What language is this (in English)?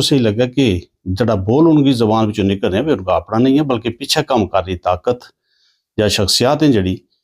Gujari